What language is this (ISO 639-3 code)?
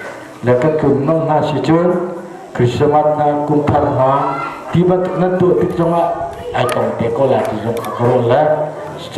cnh